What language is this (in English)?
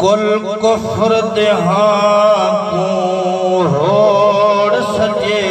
Saraiki